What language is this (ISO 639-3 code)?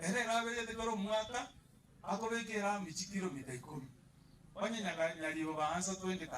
guz